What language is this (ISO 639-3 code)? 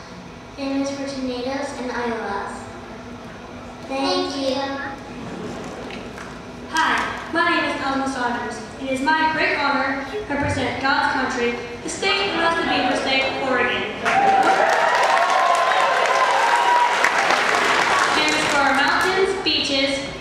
eng